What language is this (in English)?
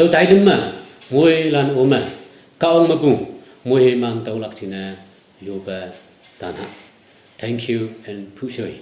Naga Pidgin